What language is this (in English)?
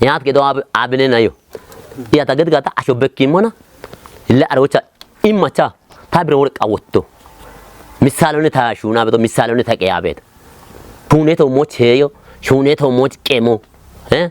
Kafa